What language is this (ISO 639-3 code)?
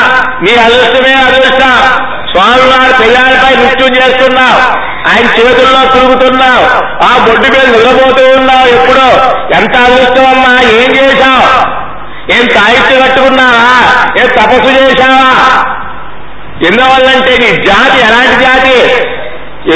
tel